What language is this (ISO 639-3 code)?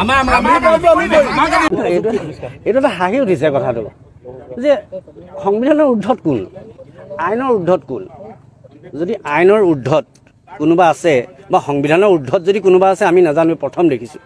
asm